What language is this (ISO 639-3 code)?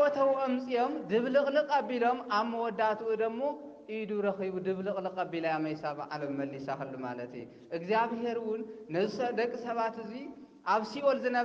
tir